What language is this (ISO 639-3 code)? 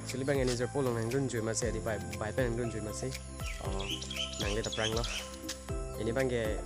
mjw